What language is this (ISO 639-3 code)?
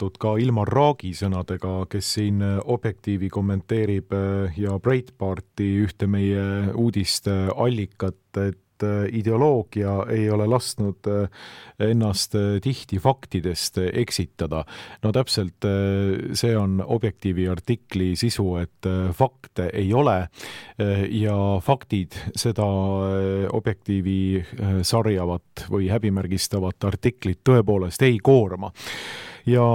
est